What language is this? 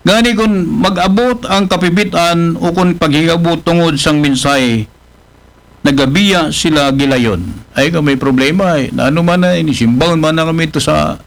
Aklanon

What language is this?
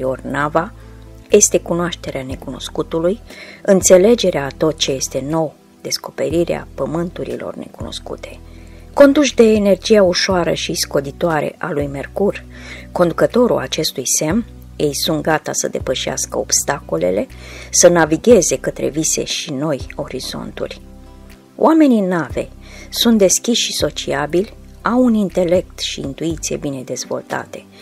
Romanian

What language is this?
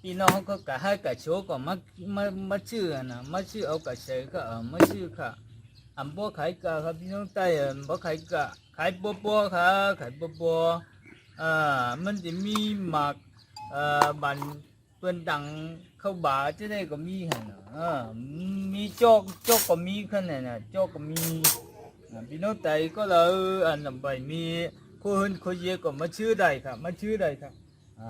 Shan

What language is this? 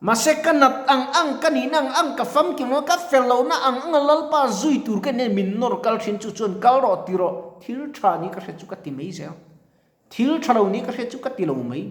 Mizo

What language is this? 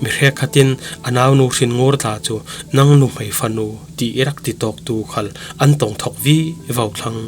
Falam Chin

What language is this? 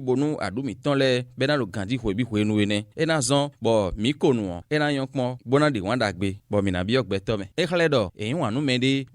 Fon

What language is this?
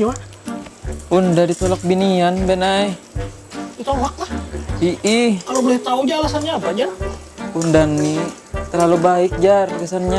Banjar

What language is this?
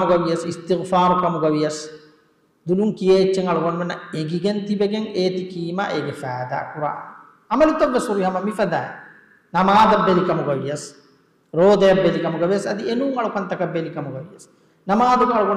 Divehi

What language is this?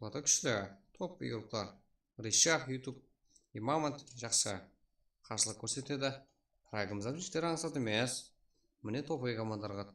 Kara-Kalpak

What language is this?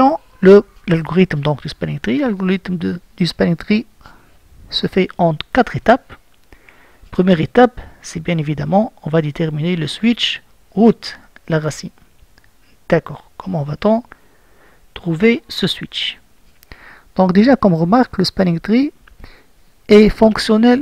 French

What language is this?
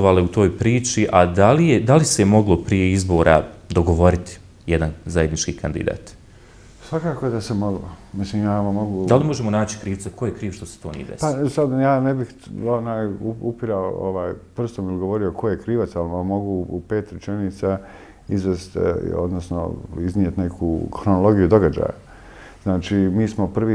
Bosnian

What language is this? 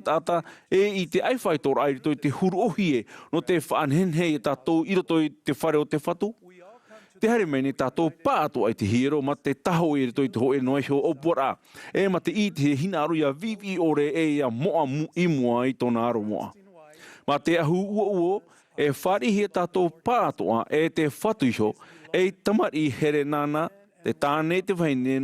Tahitian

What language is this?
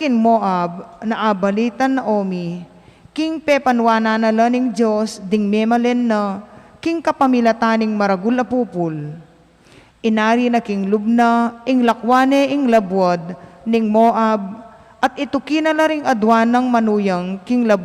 Pampanga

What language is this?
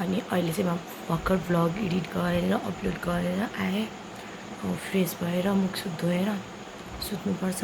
Nepali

